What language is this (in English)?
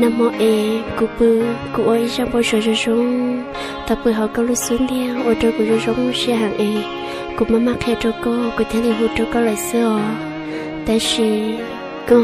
Hmong